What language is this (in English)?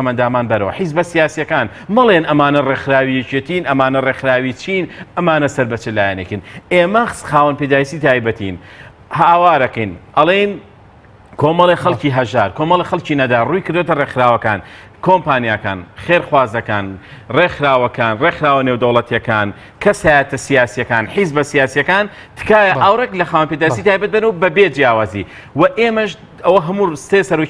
Central Kurdish